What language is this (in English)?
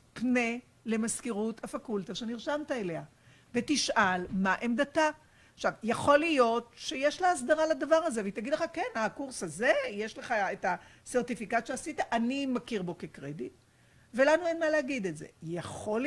Hebrew